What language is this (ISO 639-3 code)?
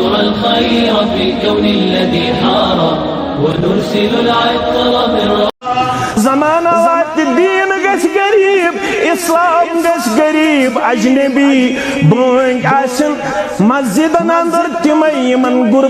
kas